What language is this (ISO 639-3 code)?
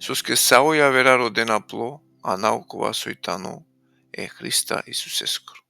rmn